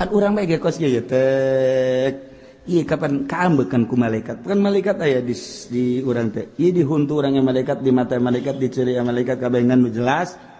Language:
Sundanese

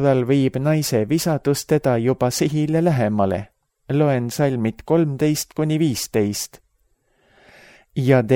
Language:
Estonian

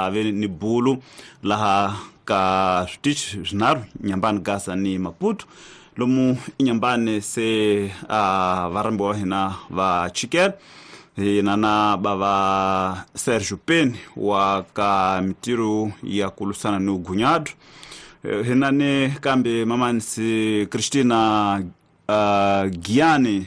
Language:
Tsonga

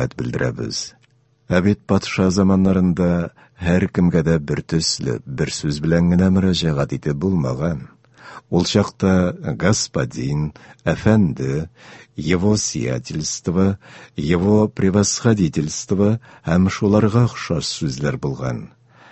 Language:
Tatar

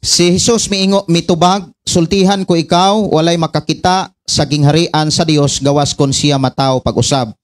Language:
Cebuano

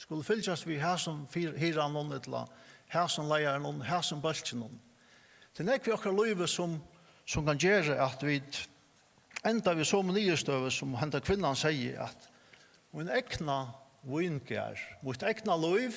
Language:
Faroese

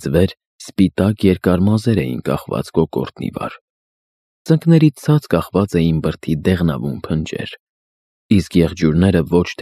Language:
Armenian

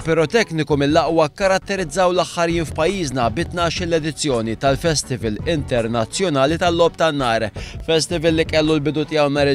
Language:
Maltese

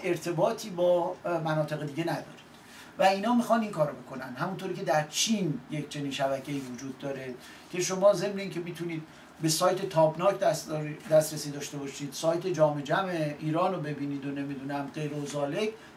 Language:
Persian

